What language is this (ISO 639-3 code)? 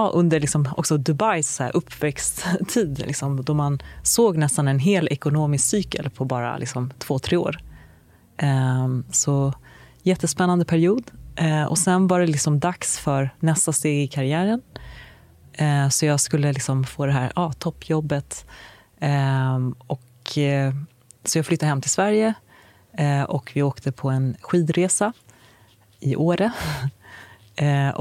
swe